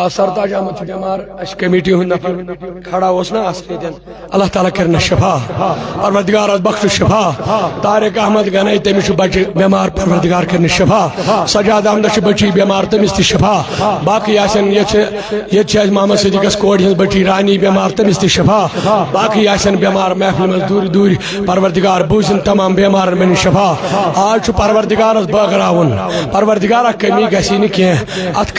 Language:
Kashmiri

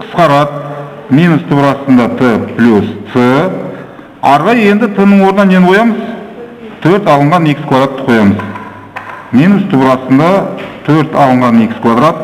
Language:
Kazakh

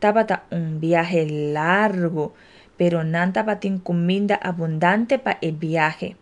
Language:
Papiamento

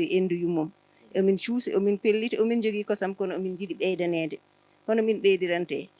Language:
Fula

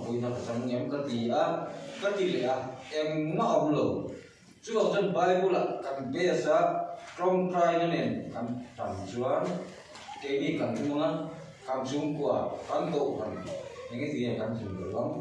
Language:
Mizo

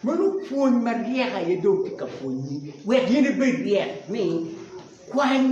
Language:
Acoli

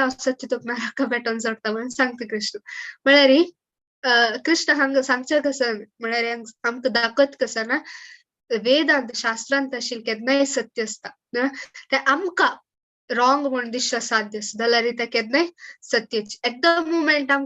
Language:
Konkani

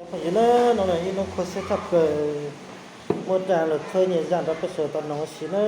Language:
Hmong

